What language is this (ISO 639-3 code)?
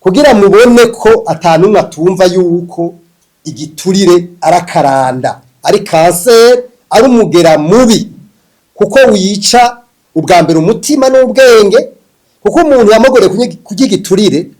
run